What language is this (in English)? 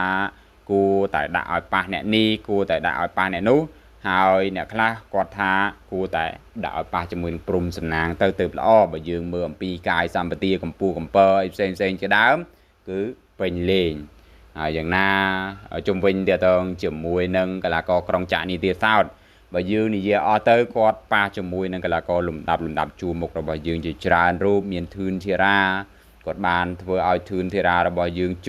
Khmer